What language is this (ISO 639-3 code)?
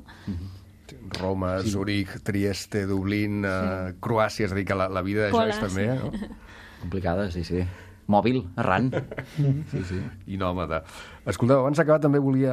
cat